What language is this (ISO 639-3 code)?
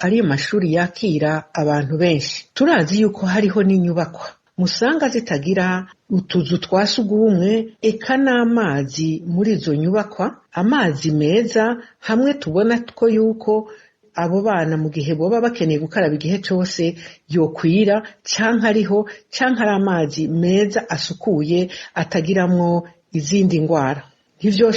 run